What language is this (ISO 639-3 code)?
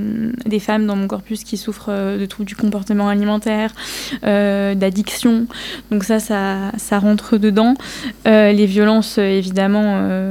fra